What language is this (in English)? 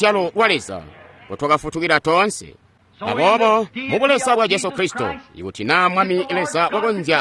Tonga (Zambia)